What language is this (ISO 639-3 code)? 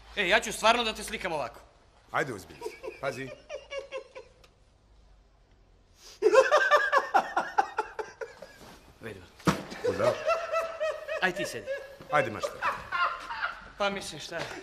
srp